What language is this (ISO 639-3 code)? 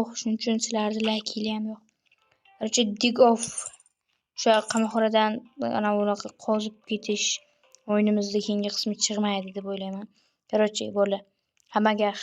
uzb